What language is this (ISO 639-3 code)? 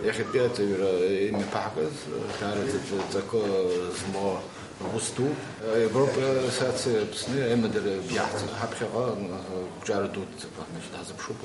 abk